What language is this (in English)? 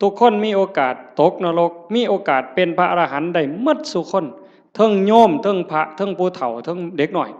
Northeastern Thai